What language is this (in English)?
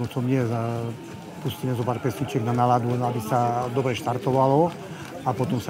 Slovak